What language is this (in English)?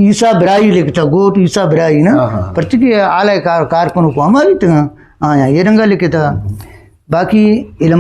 Eastern Balochi